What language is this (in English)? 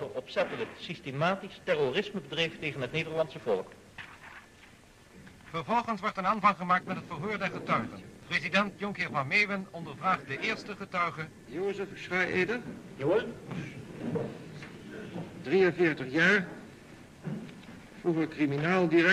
Dutch